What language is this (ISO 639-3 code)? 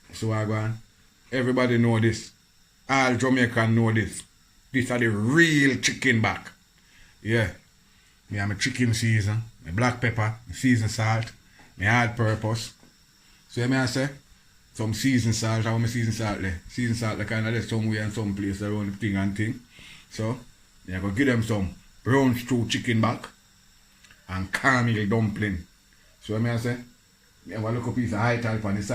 jam